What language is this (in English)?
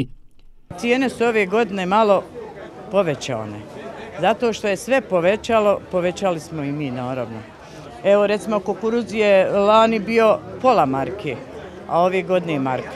Bosnian